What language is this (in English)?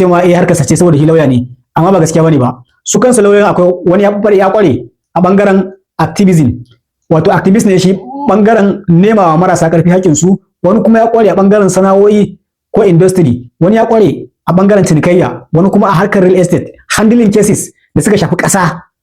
Hausa